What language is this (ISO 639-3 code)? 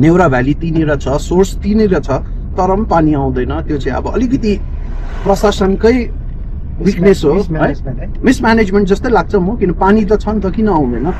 nep